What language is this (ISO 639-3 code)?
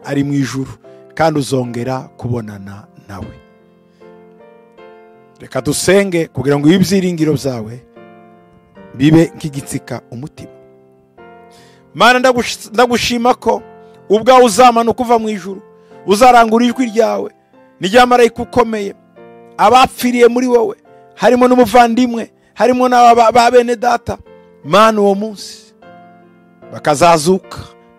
kin